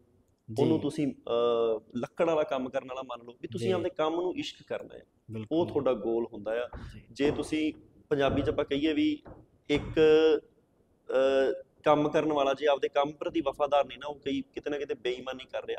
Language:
Punjabi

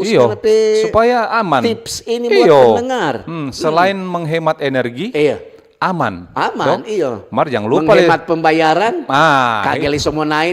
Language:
Manado Malay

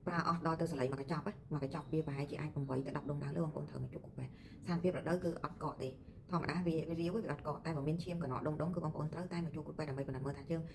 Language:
Khmer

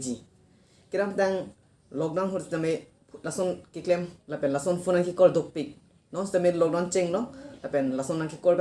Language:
Karbi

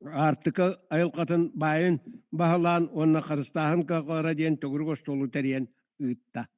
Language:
Yakut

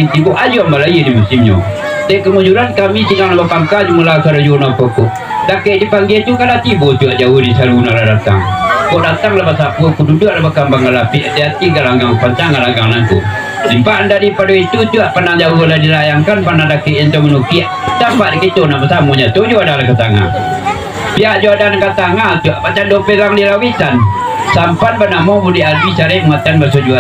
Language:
Minangkabau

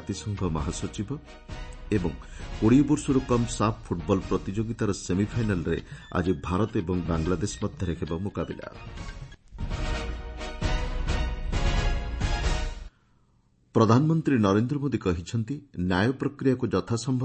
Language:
Odia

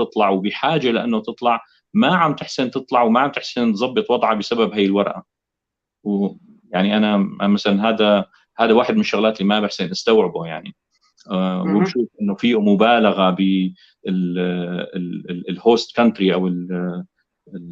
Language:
North Levantine Arabic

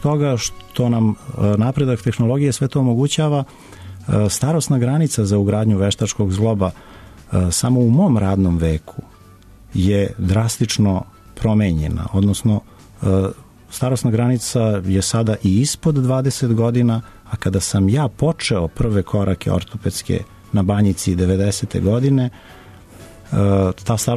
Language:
Serbian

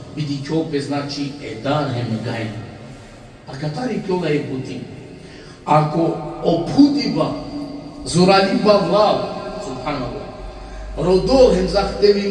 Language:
Balkan Romani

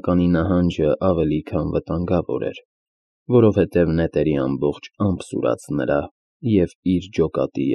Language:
Armenian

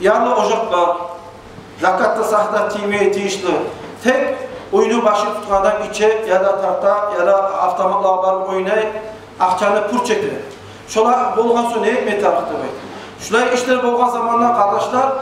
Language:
Kumyk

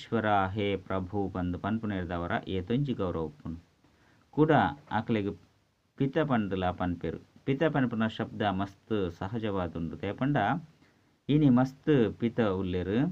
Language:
Tulu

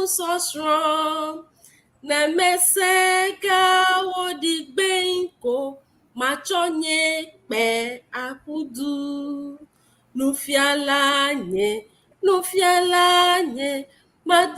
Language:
Ewe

